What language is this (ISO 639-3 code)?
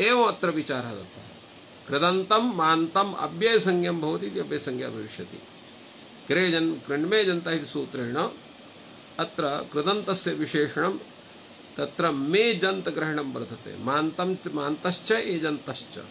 san